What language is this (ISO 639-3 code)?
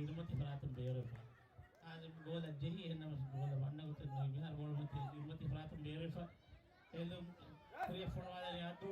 div